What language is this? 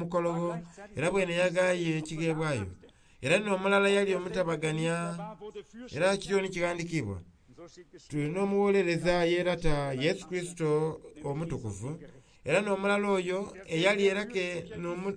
Soga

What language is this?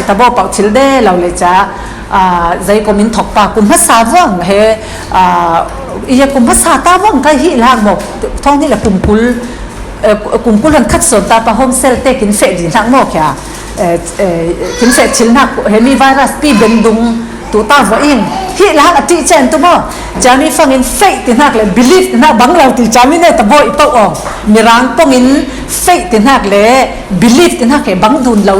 Falam Chin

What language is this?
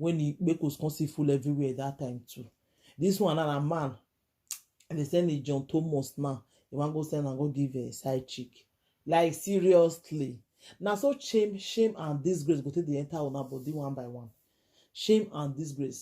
Nigerian Pidgin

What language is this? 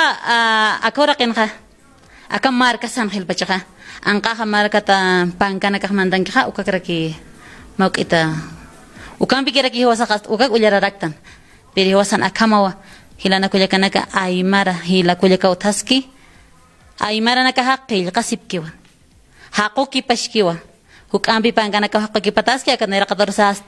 Aymara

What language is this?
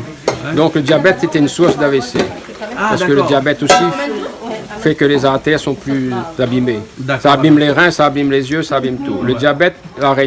Réunion Creole French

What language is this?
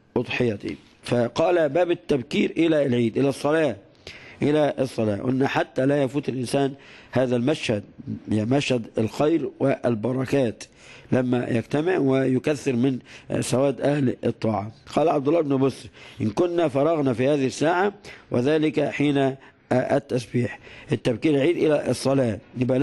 Arabic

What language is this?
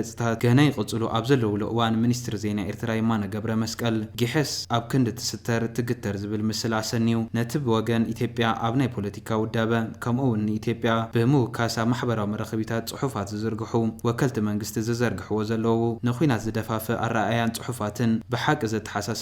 Tigrinya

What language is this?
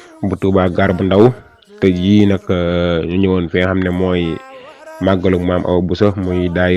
Wolof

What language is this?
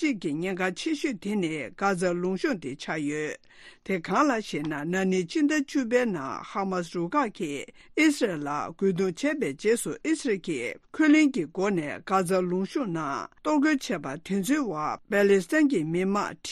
Tibetan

